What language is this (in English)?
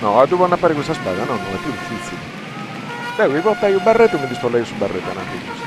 Sardinian